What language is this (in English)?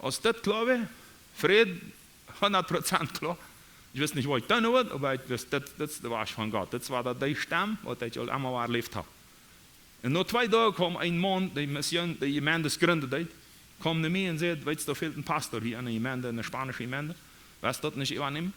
Plautdietsch